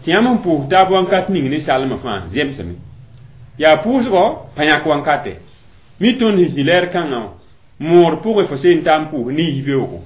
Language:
Mossi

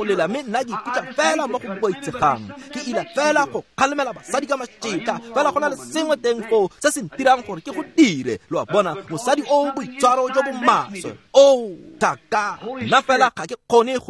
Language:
Tswana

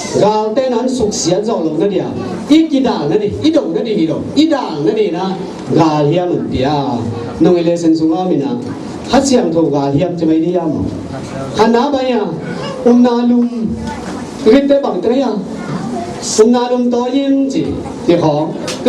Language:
Tedim Chin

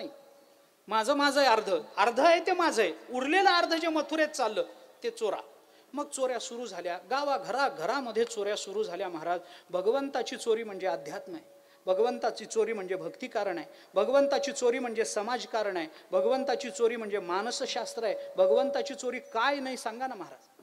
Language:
Marathi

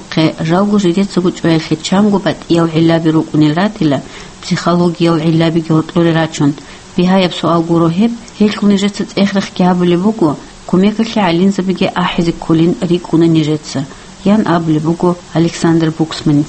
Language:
Avaric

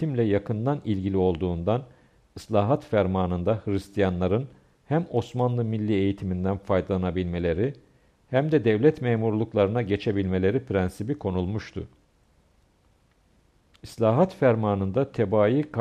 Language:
Turkish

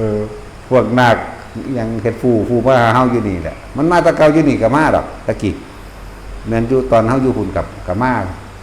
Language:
Northeastern Thai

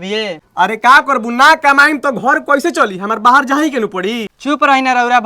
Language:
Bhojpuri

